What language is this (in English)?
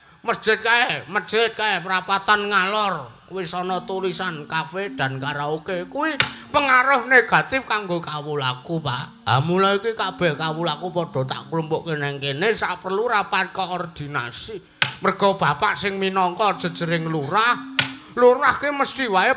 Javanese